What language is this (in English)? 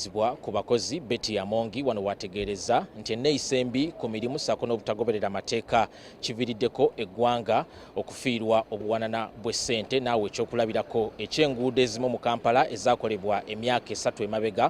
Ganda